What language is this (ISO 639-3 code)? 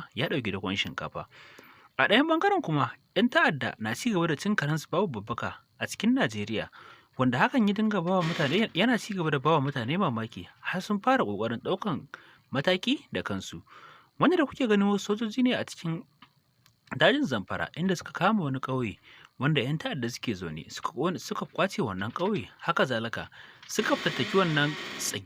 hau